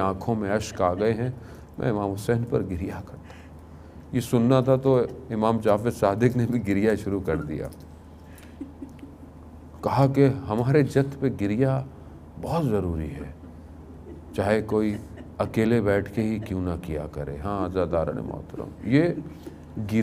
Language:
Urdu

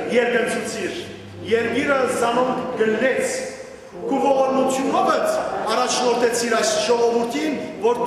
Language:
Western Armenian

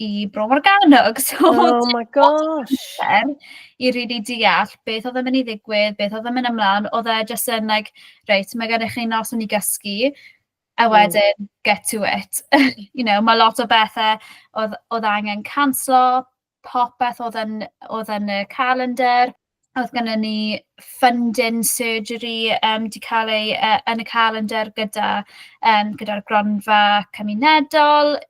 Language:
Welsh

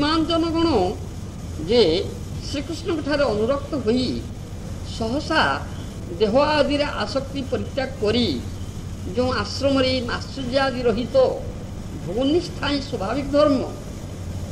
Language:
Odia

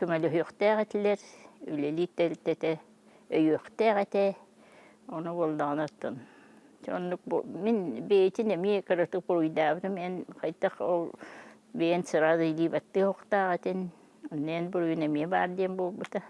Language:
Yakut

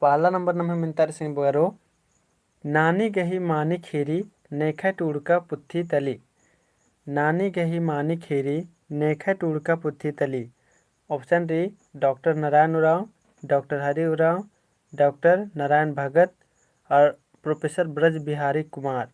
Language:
Kurukh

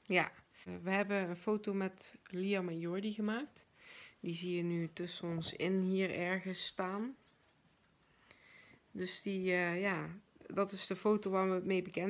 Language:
Dutch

